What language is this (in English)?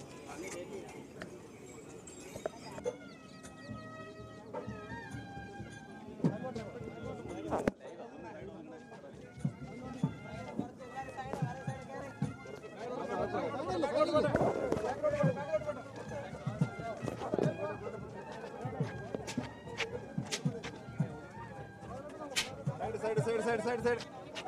Malayalam